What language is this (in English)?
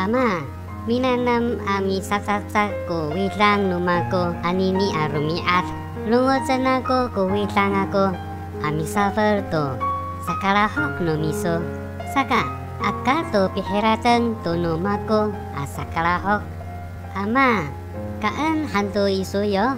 Amis